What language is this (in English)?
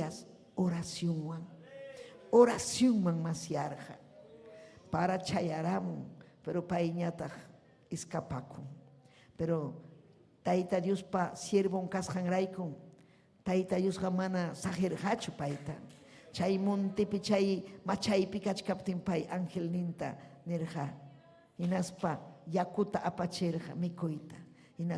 Ayacucho Quechua